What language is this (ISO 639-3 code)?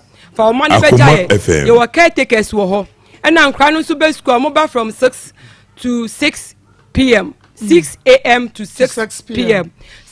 aka